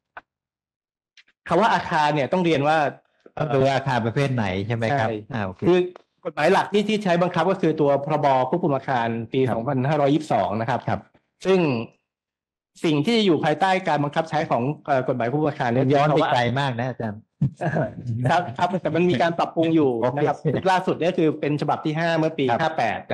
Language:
Thai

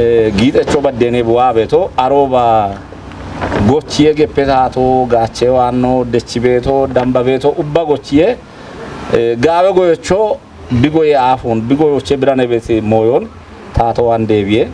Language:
Kafa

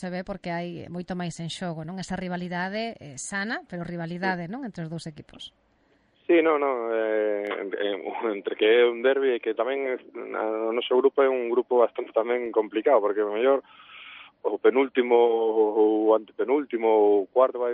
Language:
Galician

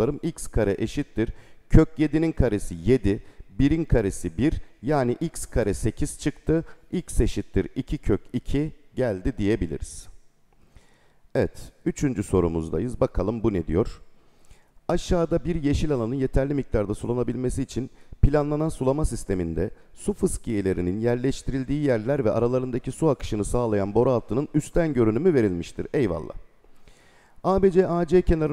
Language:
Turkish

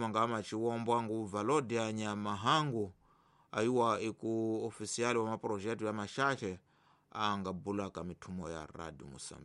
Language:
Tsonga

